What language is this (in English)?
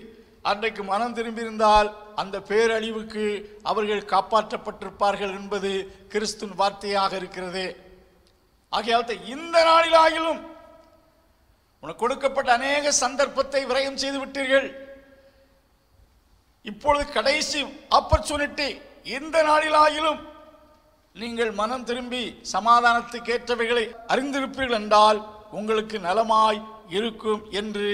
Tamil